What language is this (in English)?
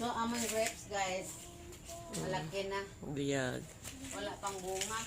Cebuano